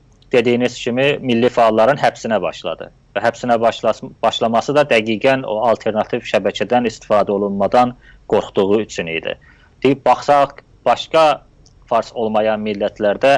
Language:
South Azerbaijani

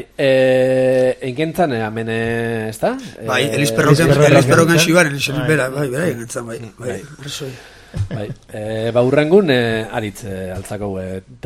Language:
Basque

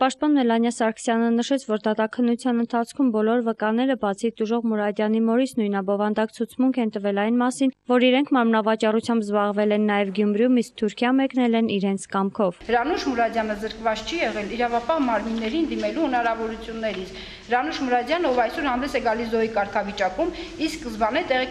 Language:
Armenian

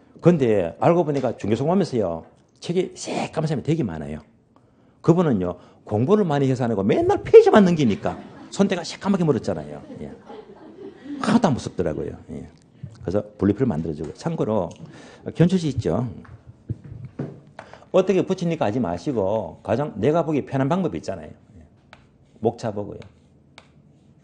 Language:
Korean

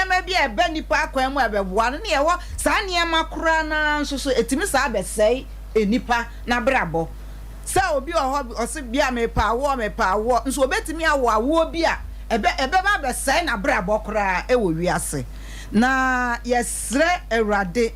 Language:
Akan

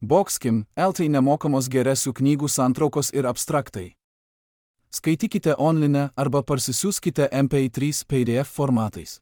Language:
Lithuanian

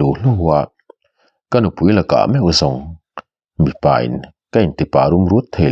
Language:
Mizo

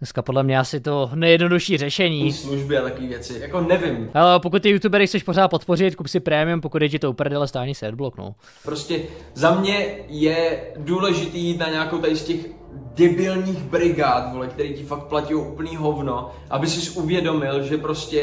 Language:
Czech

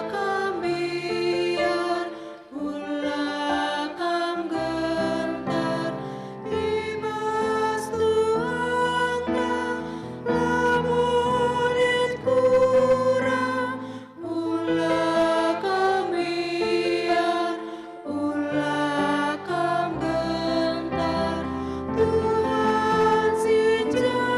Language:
Batak Karo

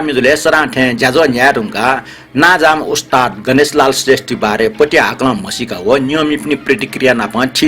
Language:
Newari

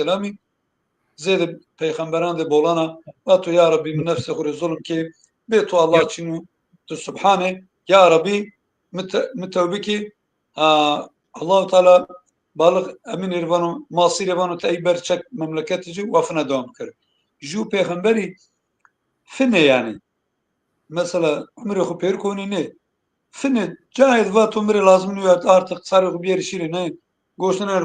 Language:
Zaza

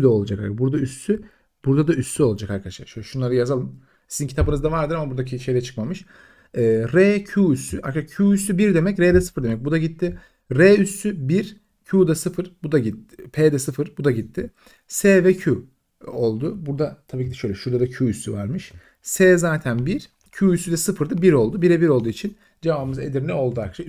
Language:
Turkish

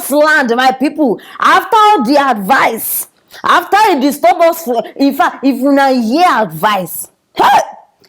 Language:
Nigerian Pidgin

